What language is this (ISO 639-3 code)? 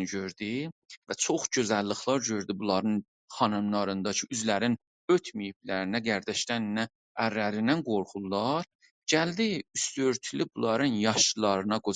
azb